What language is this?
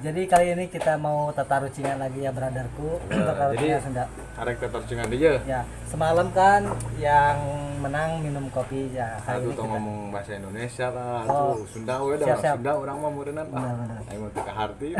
Sundanese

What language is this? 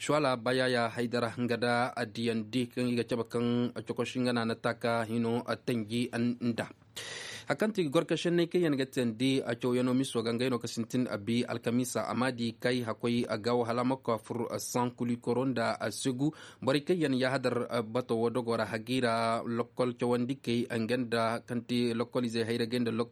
Koyraboro Senni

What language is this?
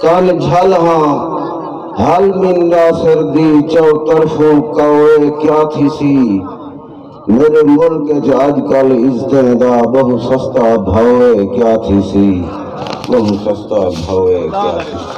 Saraiki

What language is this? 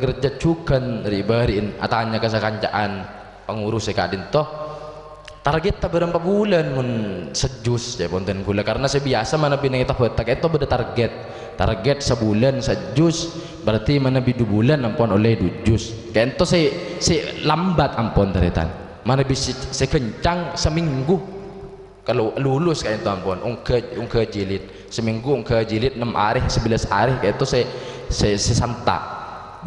Madurese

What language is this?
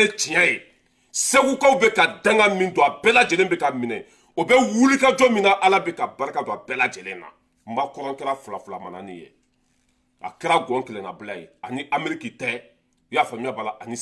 Bambara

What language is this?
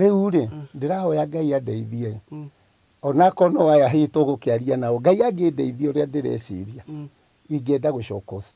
Kikuyu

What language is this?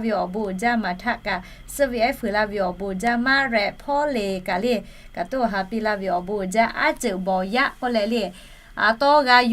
Lahu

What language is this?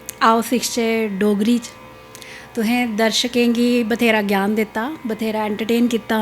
Dogri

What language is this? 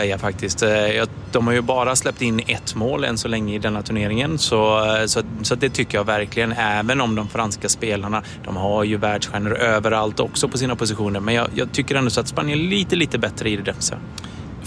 Swedish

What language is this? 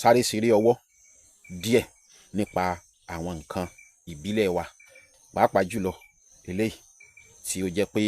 Yoruba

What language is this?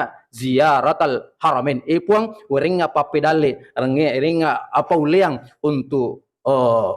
Buginese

